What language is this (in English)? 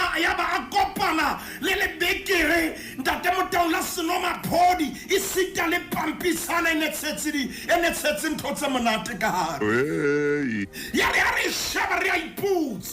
Southern Sotho